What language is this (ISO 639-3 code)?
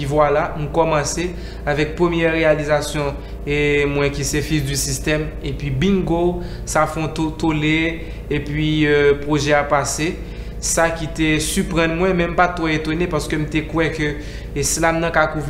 hat